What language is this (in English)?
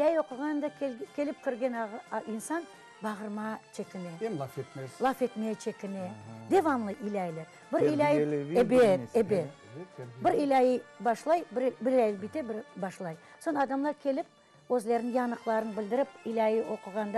Crimean Tatar